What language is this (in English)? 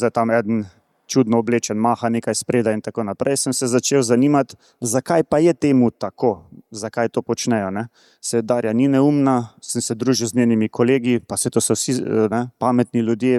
Slovenian